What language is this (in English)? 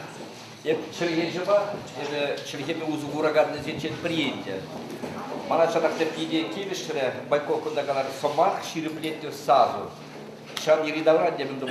Chuvash